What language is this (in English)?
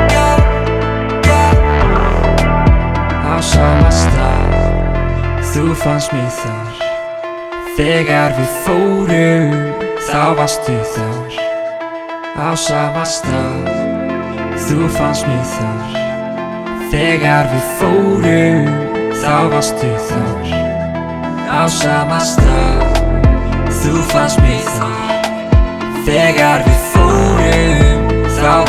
Icelandic